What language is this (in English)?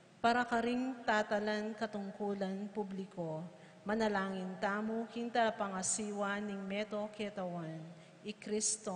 Pampanga